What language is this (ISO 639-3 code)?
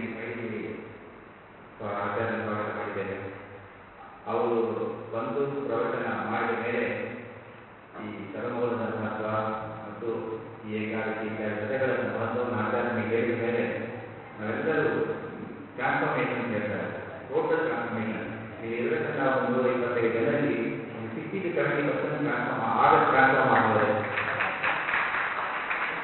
kan